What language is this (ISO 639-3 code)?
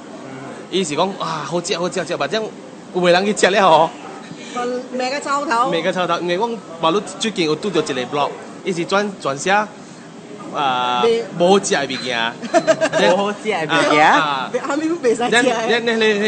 nan